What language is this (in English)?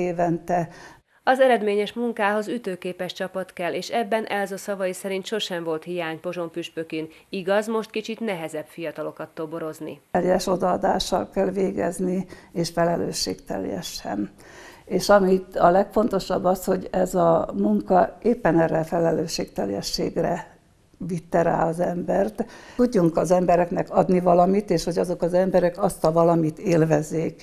Hungarian